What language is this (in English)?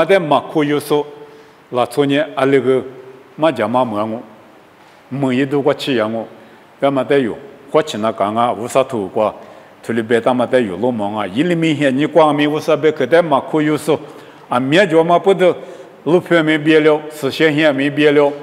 Lisu